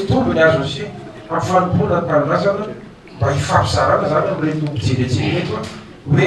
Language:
Malagasy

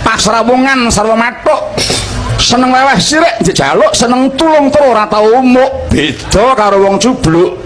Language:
Javanese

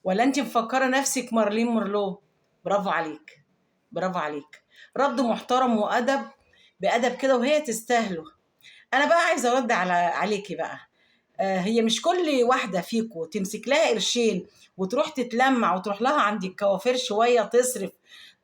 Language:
Egyptian Arabic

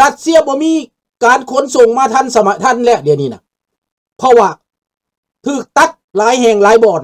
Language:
Lao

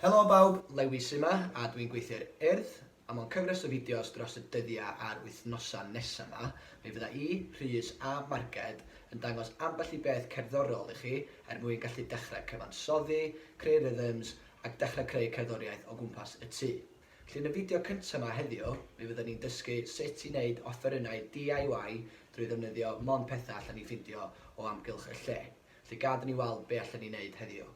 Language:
Welsh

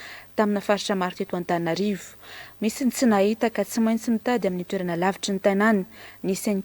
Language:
Malagasy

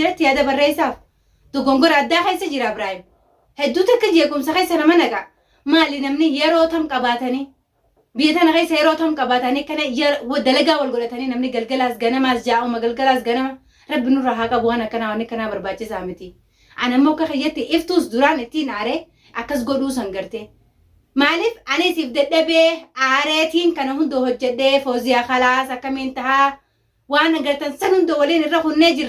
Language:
Oromo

